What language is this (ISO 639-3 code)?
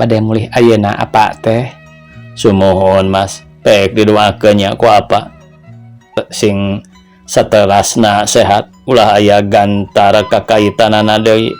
sun